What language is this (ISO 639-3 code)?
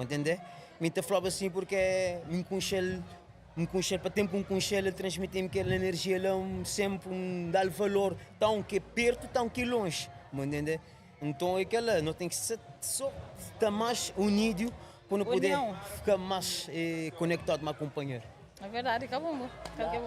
kea